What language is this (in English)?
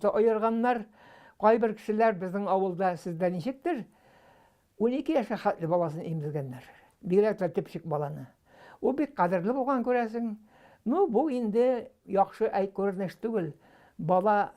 Tatar